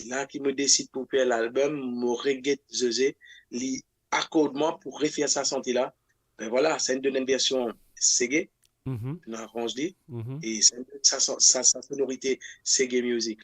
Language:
Morisyen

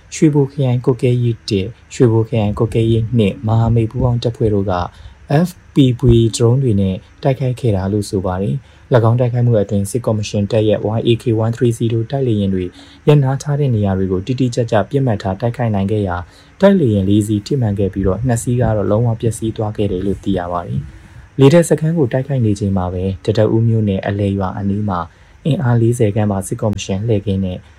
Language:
Burmese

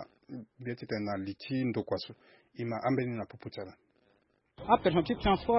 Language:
Sango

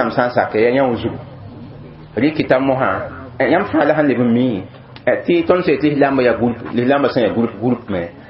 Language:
Mossi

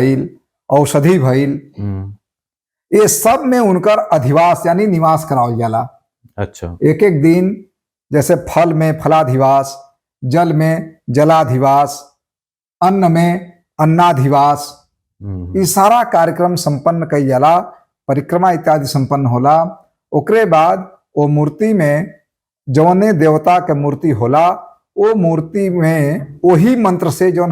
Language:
Bhojpuri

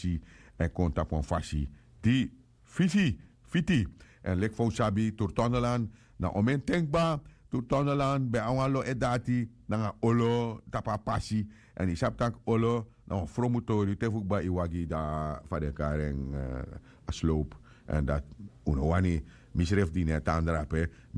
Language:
Sranan Tongo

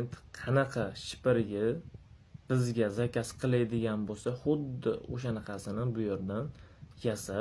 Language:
Uzbek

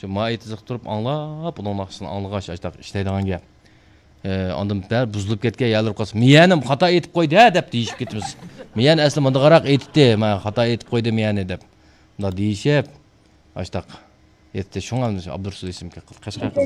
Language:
Uyghur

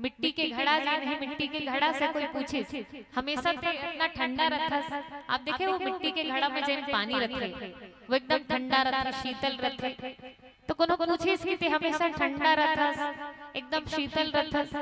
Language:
Chhattisgarhi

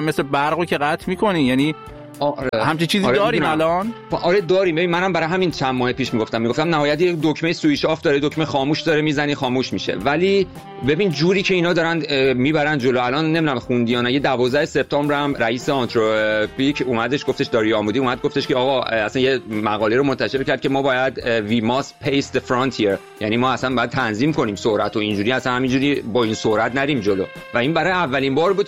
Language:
Persian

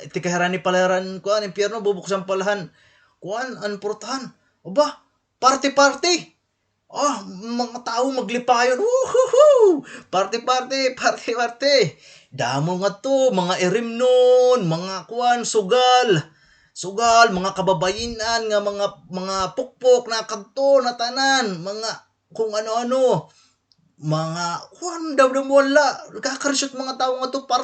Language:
Waray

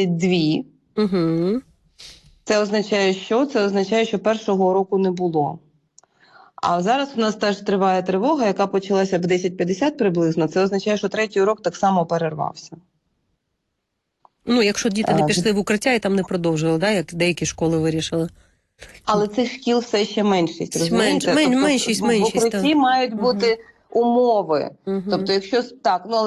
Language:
Ukrainian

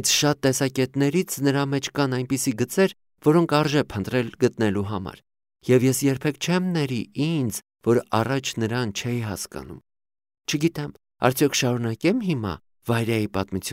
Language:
Armenian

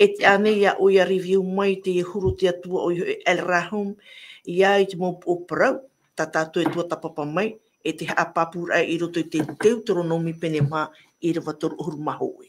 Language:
Tahitian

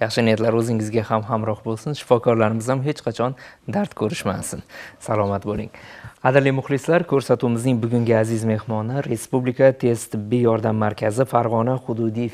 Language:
Uzbek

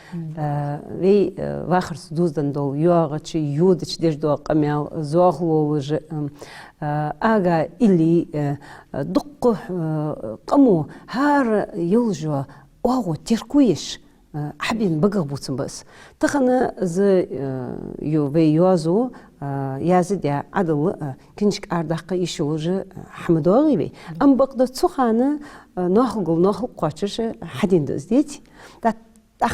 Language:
Ingush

